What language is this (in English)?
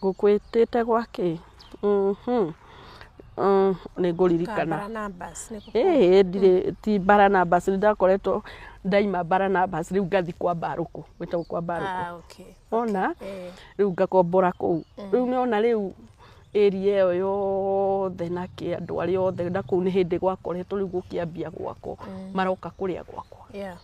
Kikuyu